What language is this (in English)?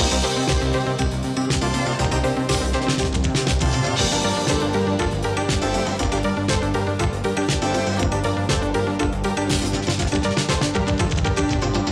Ukrainian